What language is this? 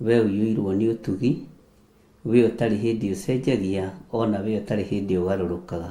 Kikuyu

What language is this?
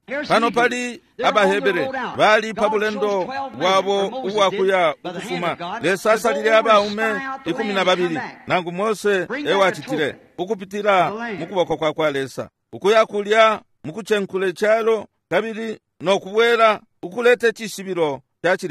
Bemba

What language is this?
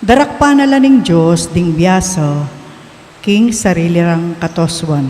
Pampanga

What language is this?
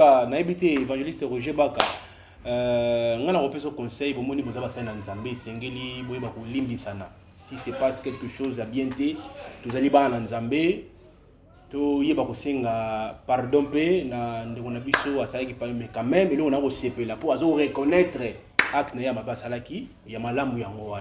Lingala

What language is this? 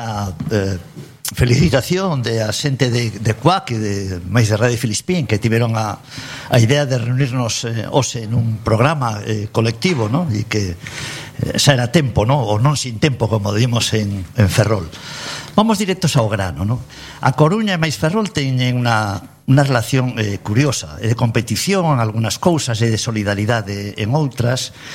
Galician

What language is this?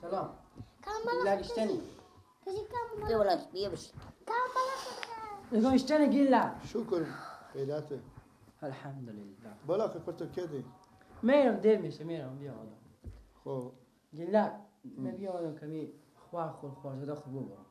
Persian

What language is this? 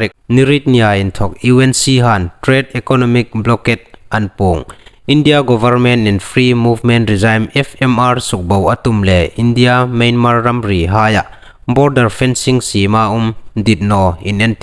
Hmar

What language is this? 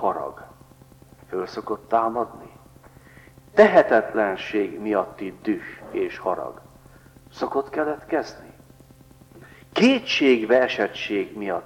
Hungarian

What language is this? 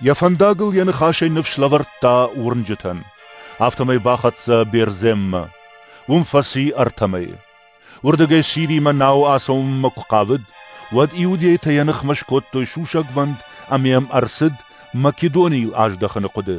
Ossetic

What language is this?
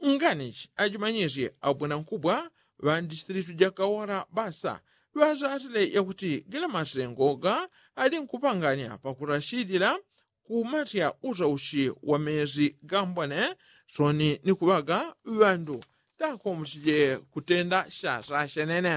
Yao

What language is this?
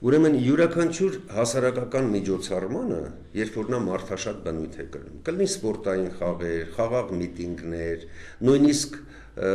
Armenian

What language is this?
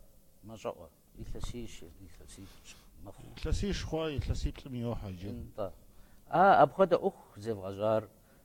Kabardian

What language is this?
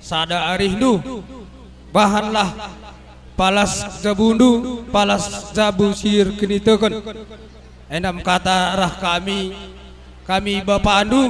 Batak Karo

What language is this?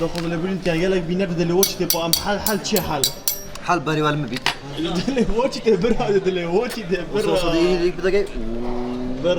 Kurdish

